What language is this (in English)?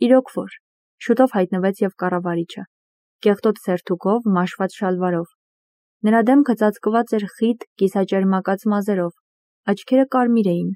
Armenian